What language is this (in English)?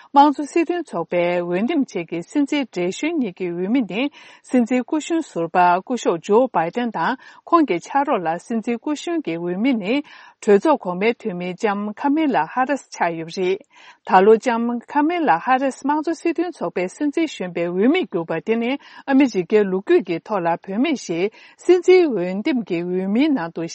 Tibetan